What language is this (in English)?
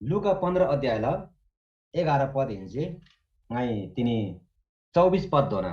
Eastern Tamang